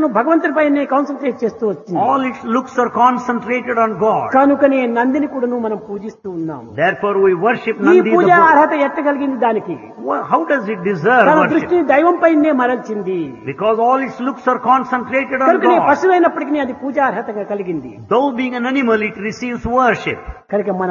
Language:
Telugu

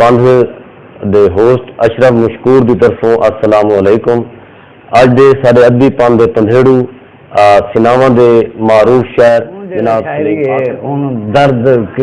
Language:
Saraiki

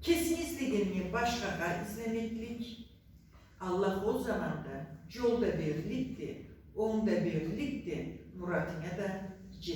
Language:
Karachay-Balkar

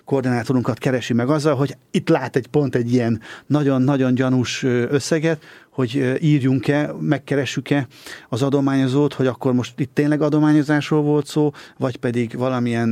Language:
Hungarian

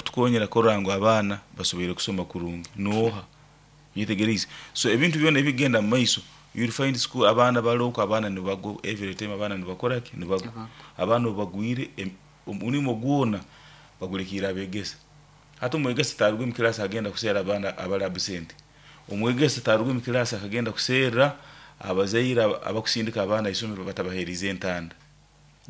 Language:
Nyoro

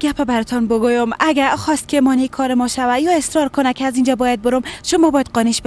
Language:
Persian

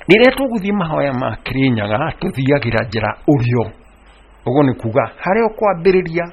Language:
Kikuyu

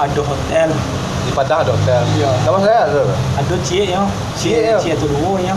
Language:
Minangkabau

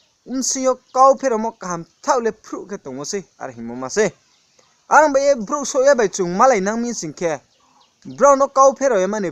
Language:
Riang (India)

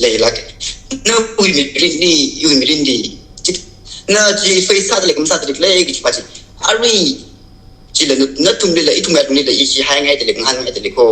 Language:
Tangkhul Naga (India)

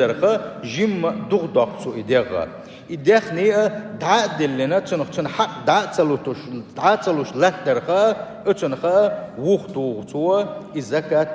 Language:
Chechen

